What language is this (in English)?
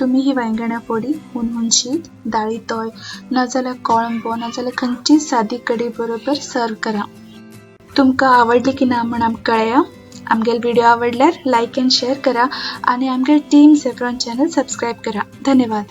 Konkani